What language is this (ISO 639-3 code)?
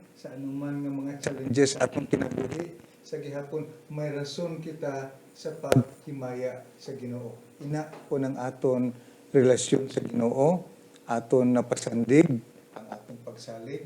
hil